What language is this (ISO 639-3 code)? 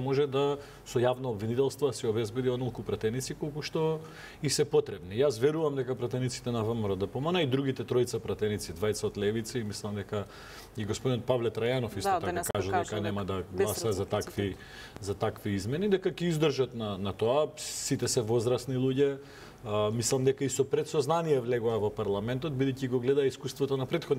mkd